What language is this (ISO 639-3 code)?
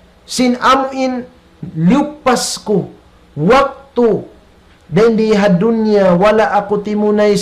tsg